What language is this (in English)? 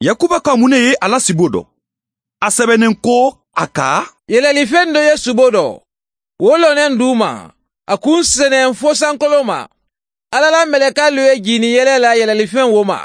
Mandingo